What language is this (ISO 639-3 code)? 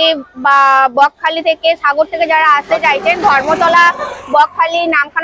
ben